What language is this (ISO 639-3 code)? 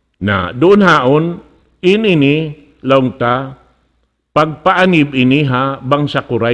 tsg